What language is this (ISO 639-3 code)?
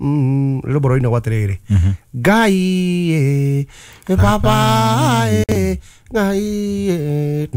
kik